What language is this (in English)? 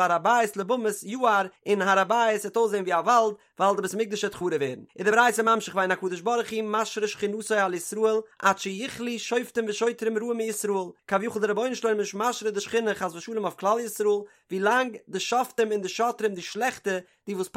Yiddish